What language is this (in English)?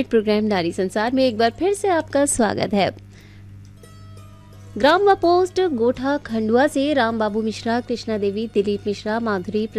Hindi